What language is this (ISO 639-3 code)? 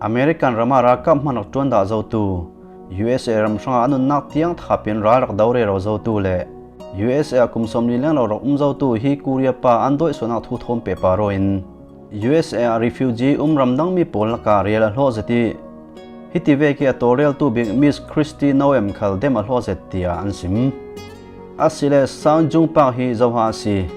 cfm